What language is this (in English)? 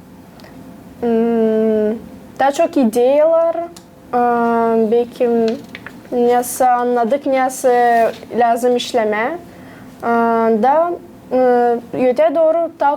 Gagauz